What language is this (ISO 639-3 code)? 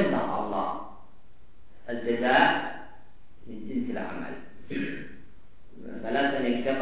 ind